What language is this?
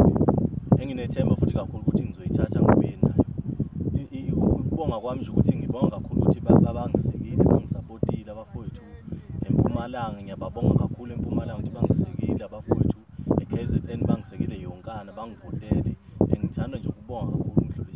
Zulu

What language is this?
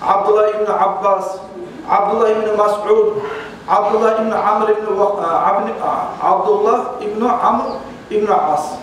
Kumyk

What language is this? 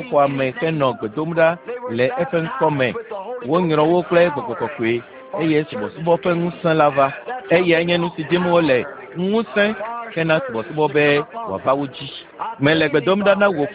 Ewe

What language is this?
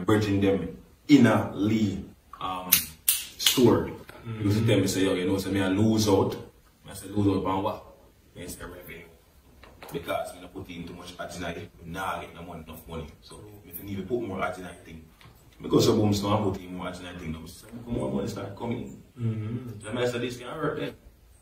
Jamaican Creole English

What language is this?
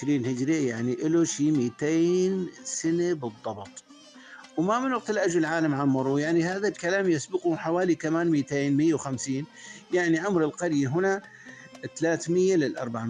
North Levantine Arabic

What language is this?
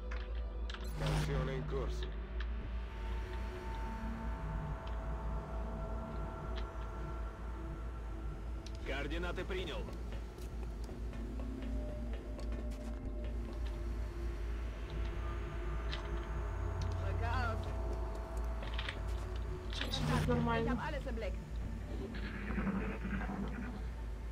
Russian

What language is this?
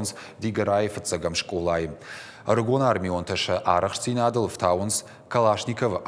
Ossetic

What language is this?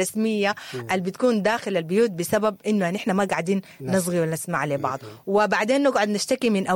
Sudanese Arabic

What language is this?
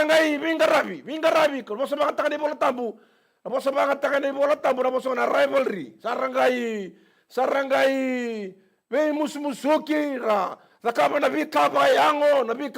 Fijian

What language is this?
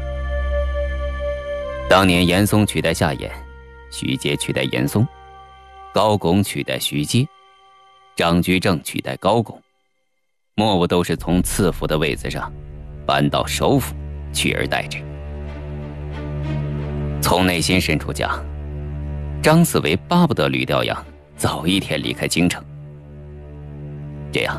Chinese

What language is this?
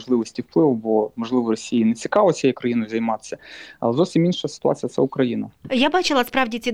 Ukrainian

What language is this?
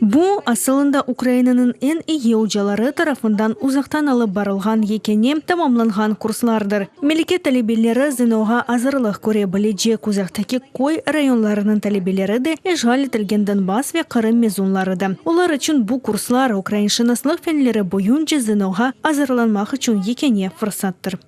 Crimean Tatar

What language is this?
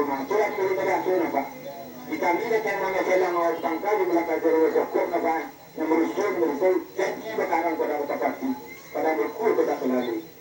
Minangkabau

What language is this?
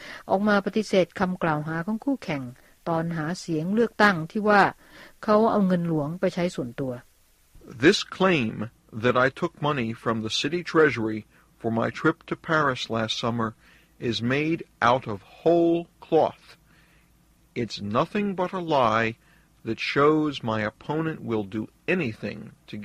Thai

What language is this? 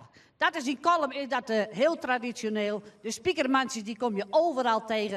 Western Frisian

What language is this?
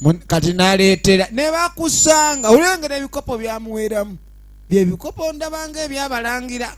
Ganda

